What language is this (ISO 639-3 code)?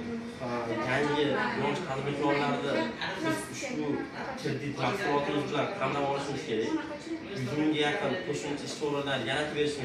uzb